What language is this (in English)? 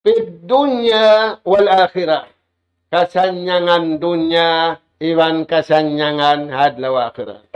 Tausug